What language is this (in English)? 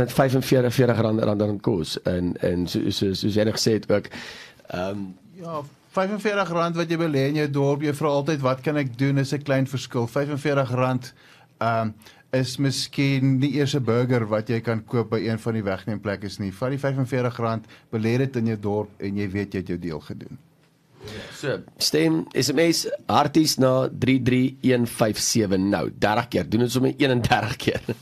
Afrikaans